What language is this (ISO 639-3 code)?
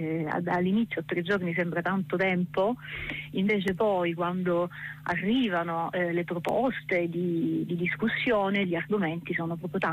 ita